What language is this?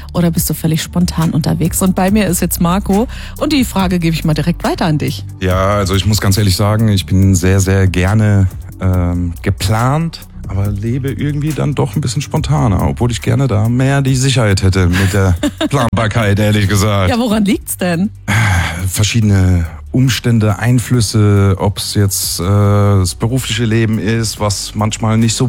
German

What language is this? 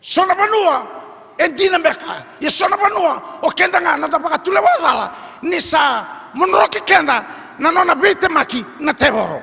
Fijian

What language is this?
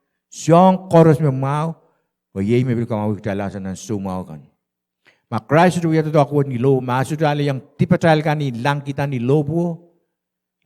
Pohnpeian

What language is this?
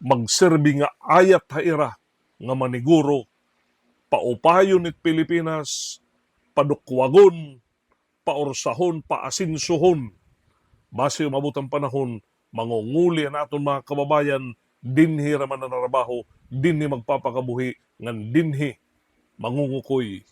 Waray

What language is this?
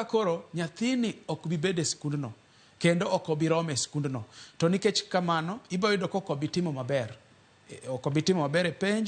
Luo (Kenya and Tanzania)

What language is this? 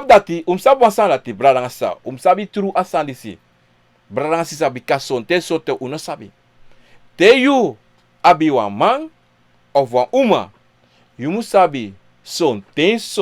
Sranan Tongo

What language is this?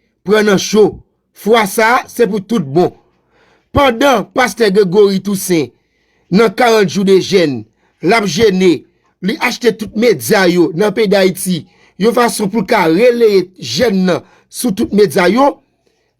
Haitian Creole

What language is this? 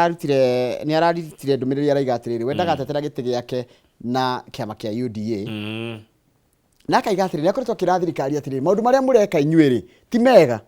Kikuyu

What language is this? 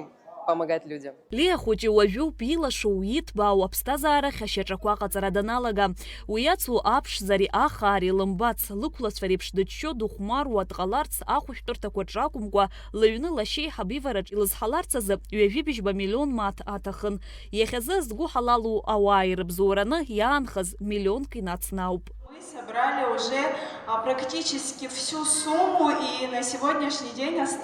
Abkhazian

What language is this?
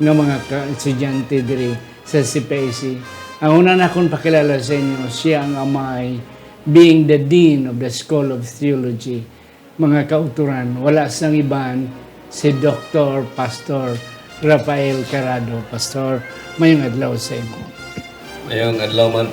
Hiligaynon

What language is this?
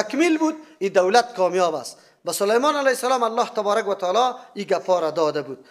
Persian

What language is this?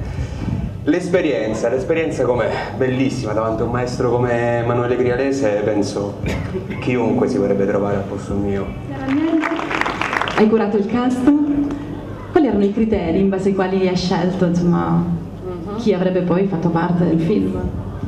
Italian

